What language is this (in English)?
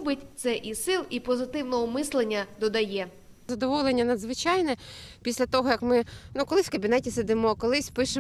Ukrainian